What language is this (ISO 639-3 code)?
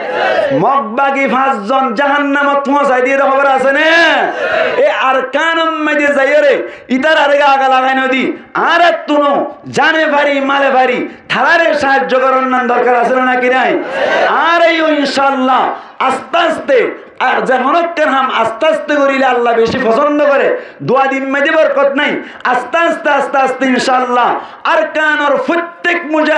rhg